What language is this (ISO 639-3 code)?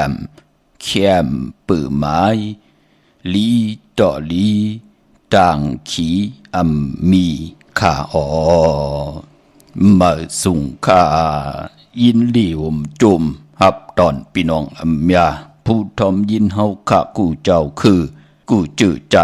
shn